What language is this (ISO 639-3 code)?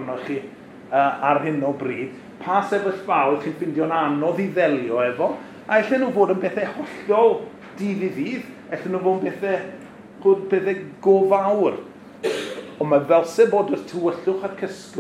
cym